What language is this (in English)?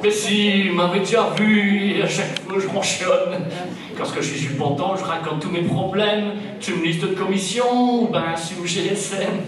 Picard